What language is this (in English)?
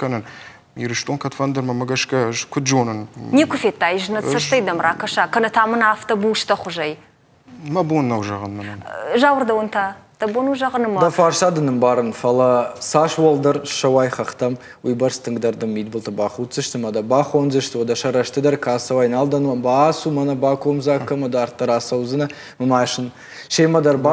Ossetic